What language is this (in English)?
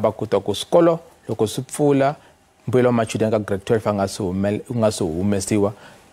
Tsonga